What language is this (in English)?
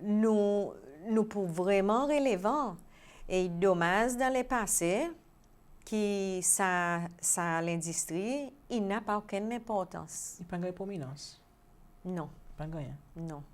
Seselwa Creole French